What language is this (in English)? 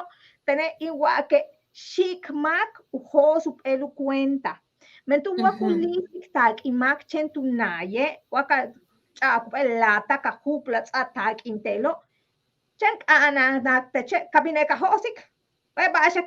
Yucateco